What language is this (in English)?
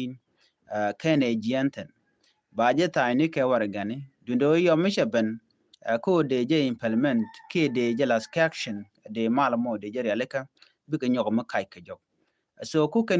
Nuer